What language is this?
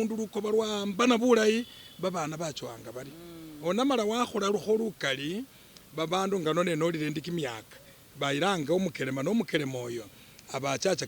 Masaaba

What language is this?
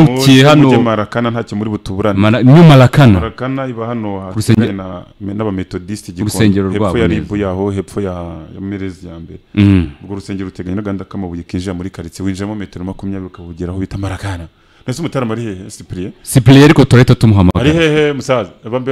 Kinyarwanda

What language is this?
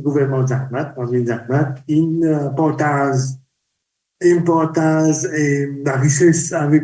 Morisyen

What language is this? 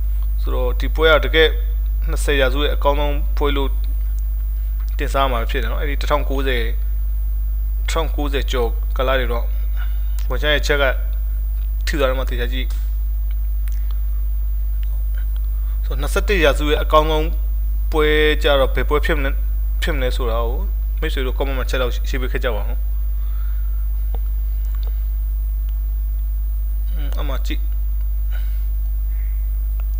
Burmese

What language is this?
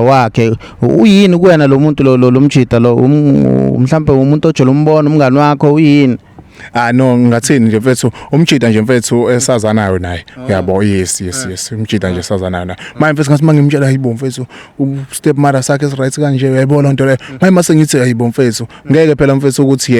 Zulu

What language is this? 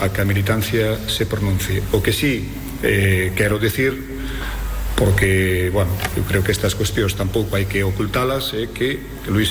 Galician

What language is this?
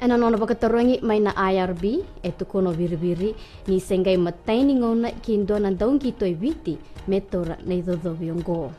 Fijian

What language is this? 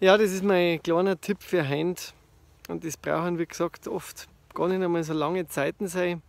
Bavarian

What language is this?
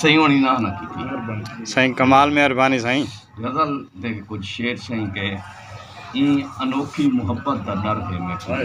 Saraiki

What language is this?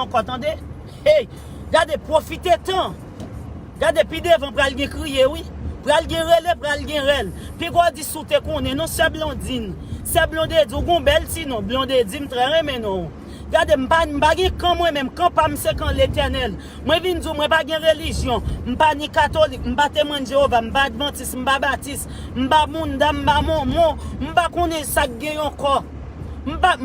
Haitian Creole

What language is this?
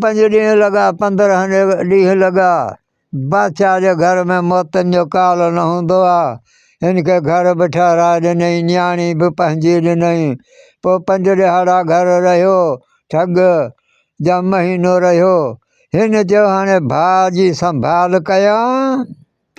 Sindhi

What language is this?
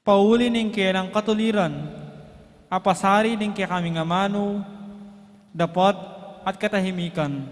Pampanga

